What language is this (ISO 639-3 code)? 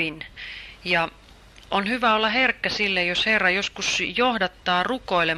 fin